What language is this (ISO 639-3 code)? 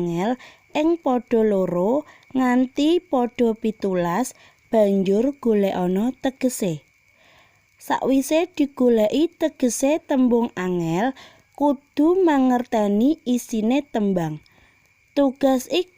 jav